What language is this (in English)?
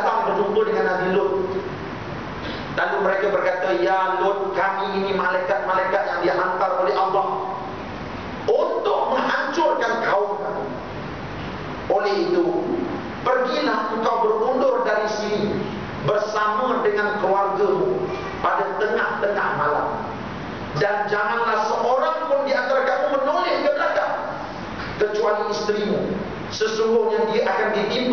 Malay